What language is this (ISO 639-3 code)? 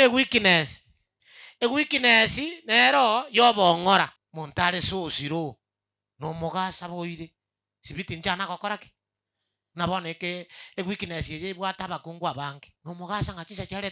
guz